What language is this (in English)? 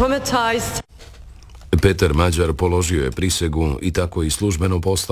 Croatian